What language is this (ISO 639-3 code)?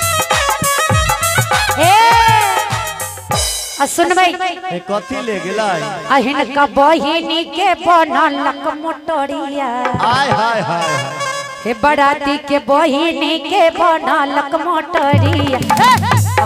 bho